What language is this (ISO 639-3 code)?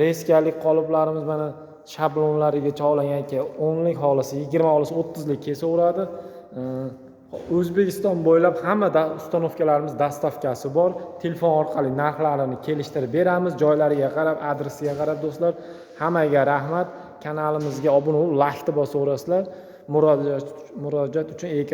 uzb